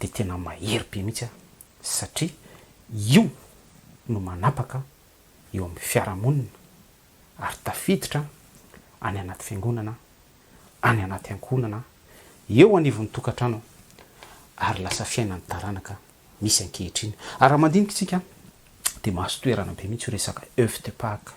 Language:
Malagasy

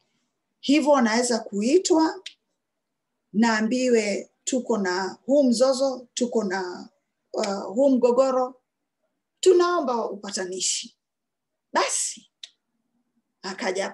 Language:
Swahili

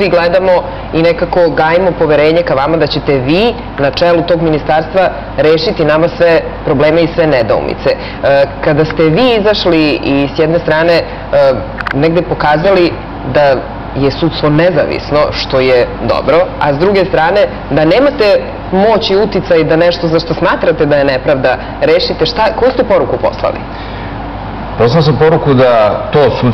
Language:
Serbian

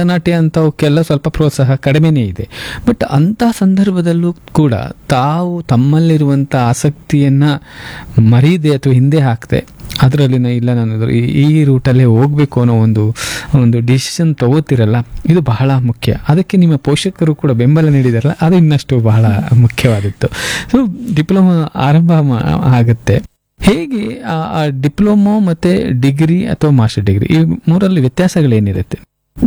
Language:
Kannada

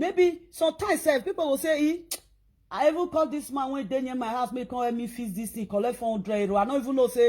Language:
Nigerian Pidgin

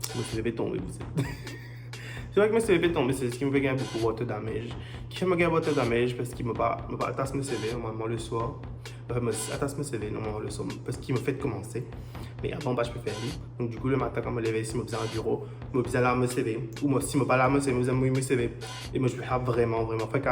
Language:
Morisyen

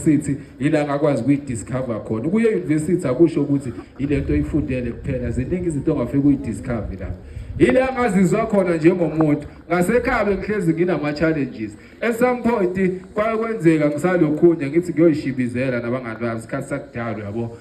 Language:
Zulu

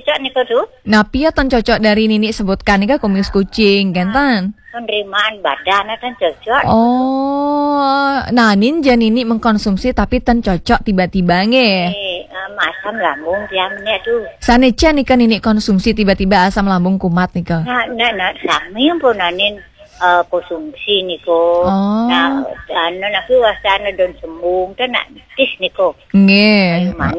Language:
Balinese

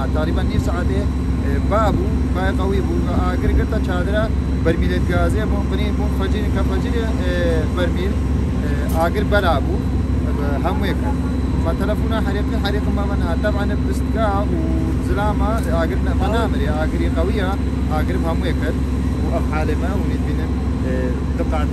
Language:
Kurdish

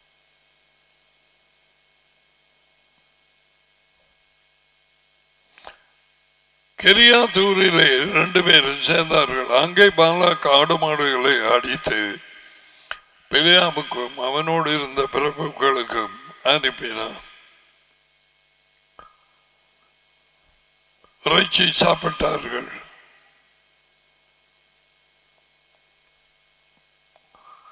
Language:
Tamil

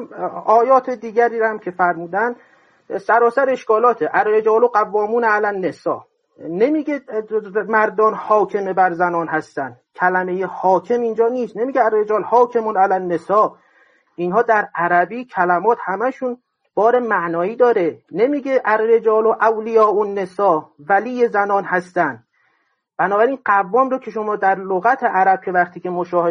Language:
Persian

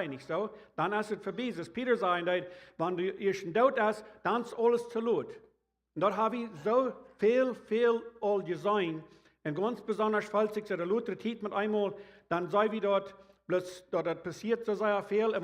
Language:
Plautdietsch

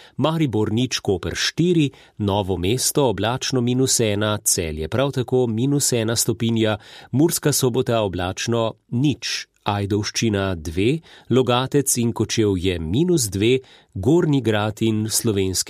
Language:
Slovenian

